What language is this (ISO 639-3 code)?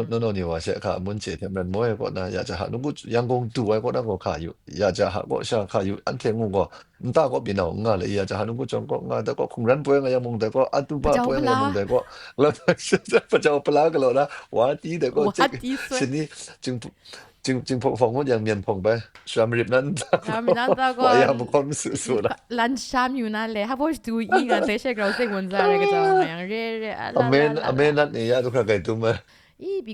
kac